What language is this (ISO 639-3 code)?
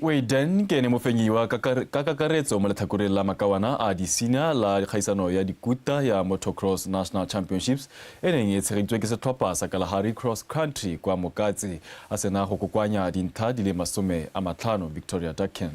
tsn